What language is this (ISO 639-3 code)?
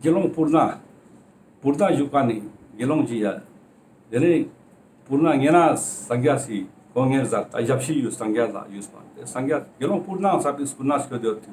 lbj